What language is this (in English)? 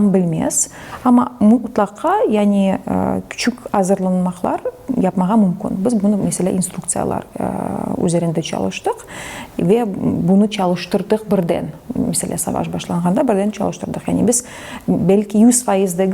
Crimean Tatar